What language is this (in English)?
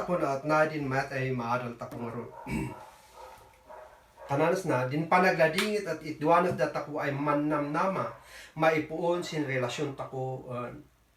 Kankanaey